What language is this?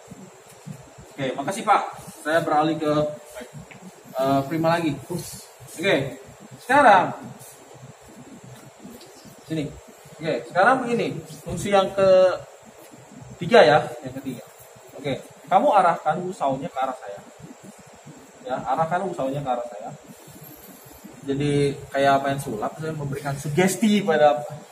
Indonesian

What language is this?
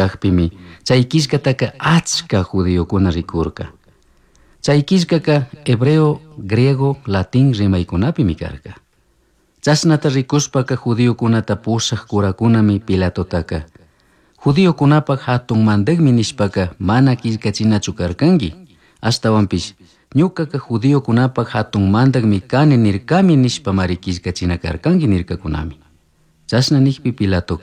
Chimborazo Highland Quichua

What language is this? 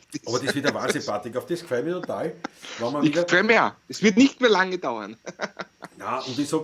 Bavarian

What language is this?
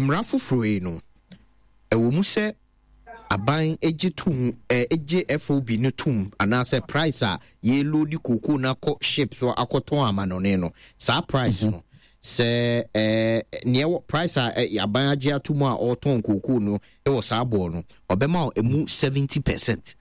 Akan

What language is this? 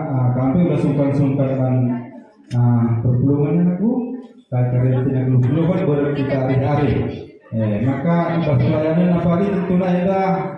Batak Karo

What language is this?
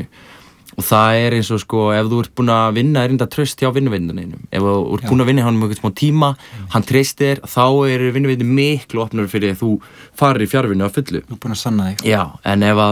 Icelandic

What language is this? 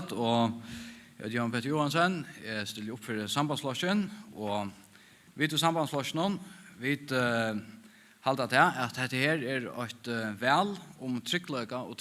Faroese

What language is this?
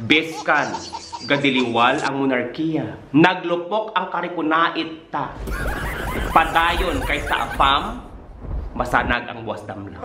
Hiligaynon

